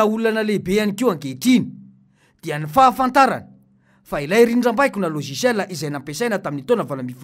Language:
Malagasy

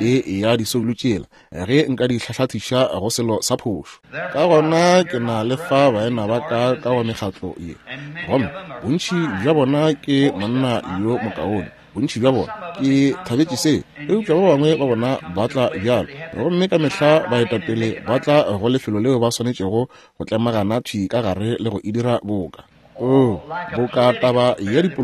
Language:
Northern Sotho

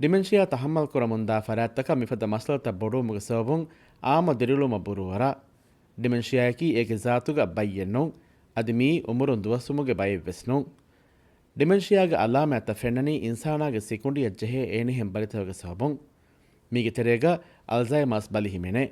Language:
Divehi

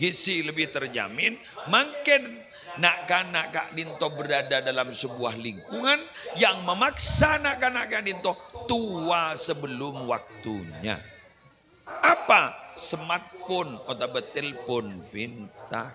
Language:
Madurese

